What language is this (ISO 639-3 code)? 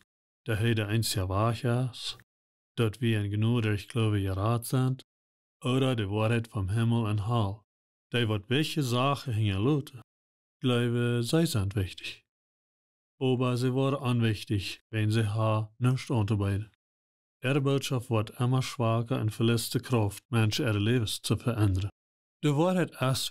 pdt